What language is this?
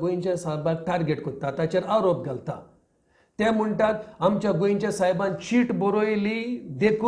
Konkani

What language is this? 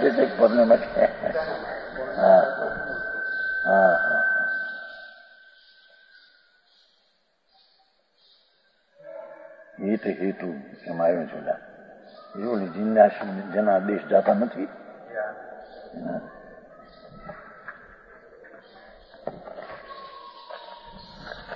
Gujarati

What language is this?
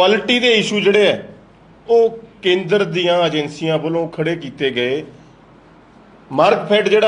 Punjabi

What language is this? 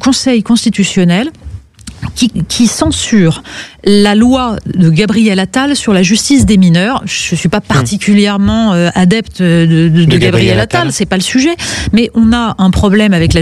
French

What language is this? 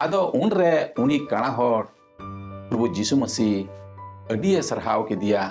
Santali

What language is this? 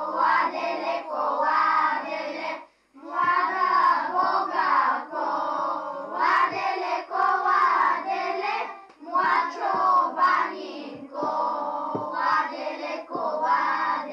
Bulgarian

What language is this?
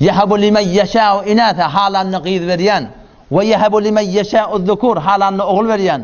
Turkmen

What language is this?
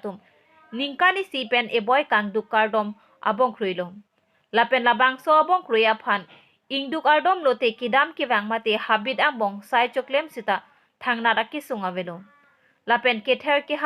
Karbi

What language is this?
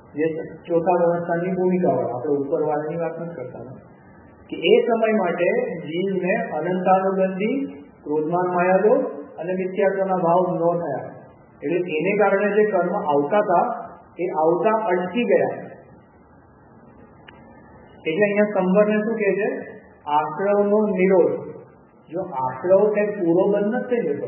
Gujarati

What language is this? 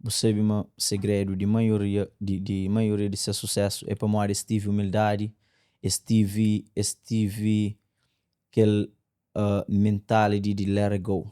Kabuverdianu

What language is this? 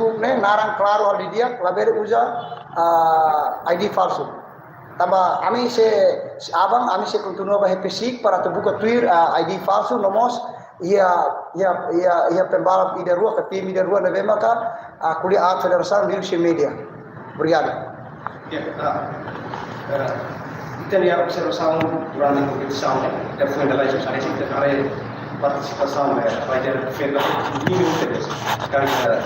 Tetum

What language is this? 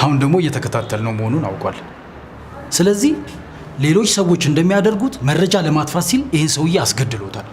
Amharic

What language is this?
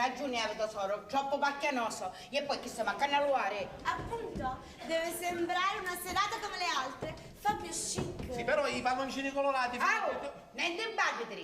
Sicilian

